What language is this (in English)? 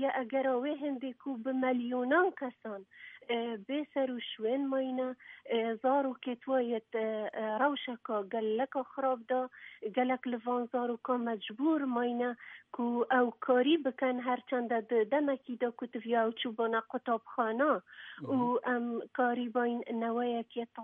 Kurdish